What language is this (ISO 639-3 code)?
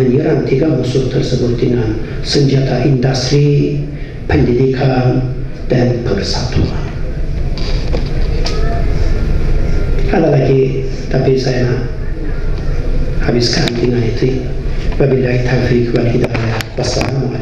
msa